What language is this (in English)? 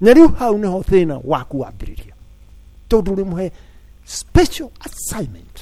Kikuyu